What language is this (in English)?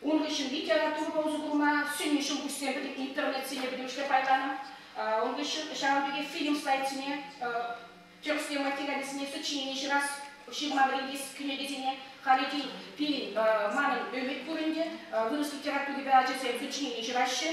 Chuvash